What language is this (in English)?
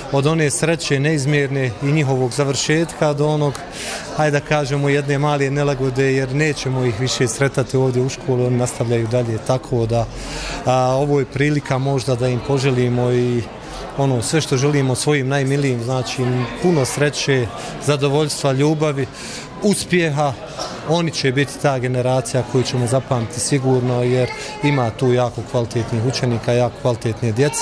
Bosnian